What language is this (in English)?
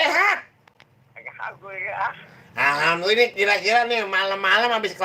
Betawi